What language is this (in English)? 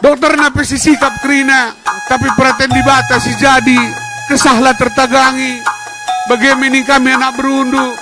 Batak Karo